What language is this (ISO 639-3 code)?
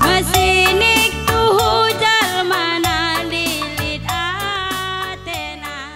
btx